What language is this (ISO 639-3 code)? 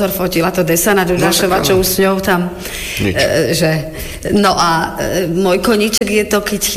slk